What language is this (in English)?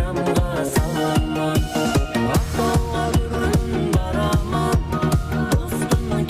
Kara-Kalpak